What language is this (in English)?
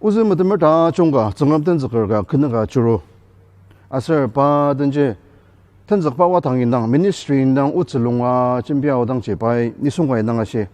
Ao Naga